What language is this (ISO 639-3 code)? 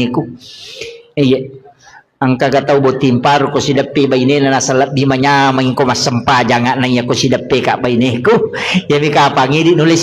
bug